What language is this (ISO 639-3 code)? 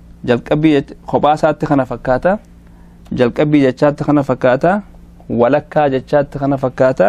orm